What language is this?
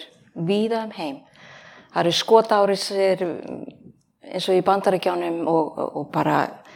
Icelandic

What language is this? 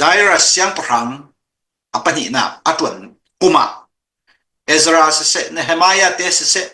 Hakha Chin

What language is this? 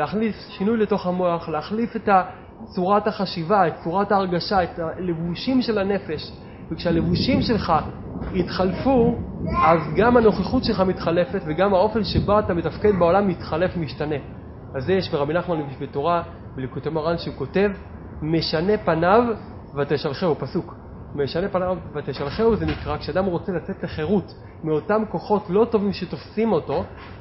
Hebrew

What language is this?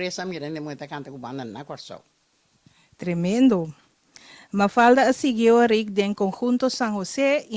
Papiamento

